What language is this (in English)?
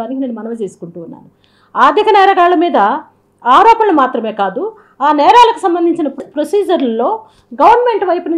Telugu